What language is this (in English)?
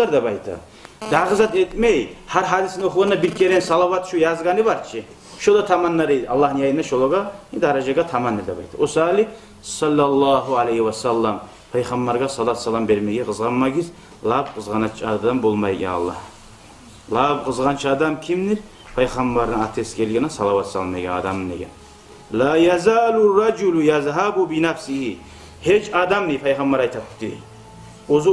Kumyk